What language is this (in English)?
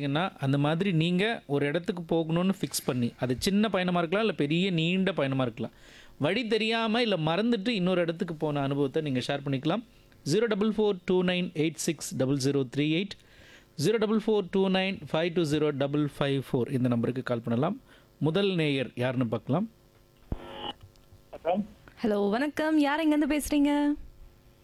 Tamil